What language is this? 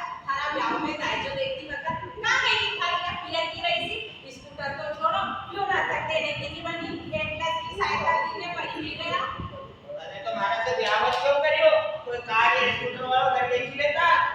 Rajasthani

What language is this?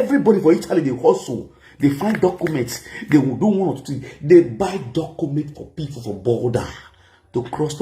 Nigerian Pidgin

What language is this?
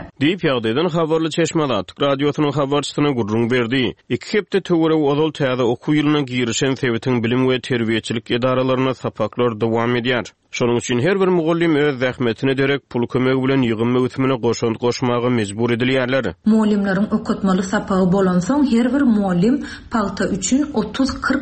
Turkmen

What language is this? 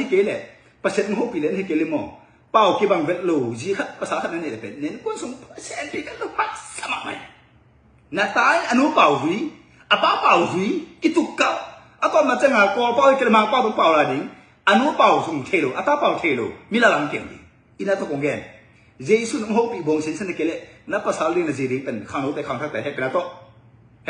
Tedim Chin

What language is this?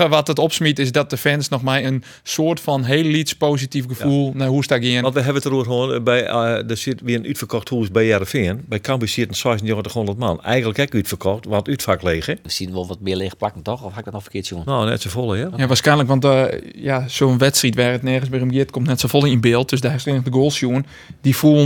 Western Frisian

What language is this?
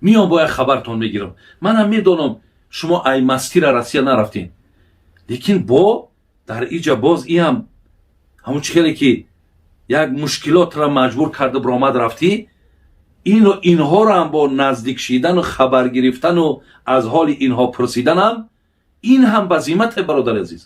Tajik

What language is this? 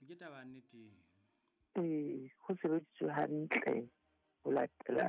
Southern Sotho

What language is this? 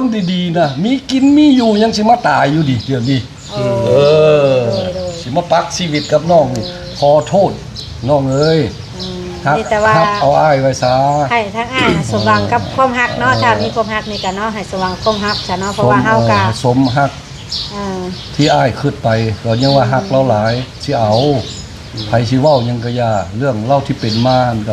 Northeastern Thai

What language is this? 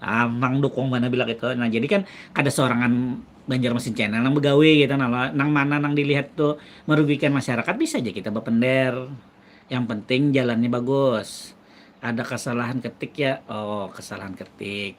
Banjar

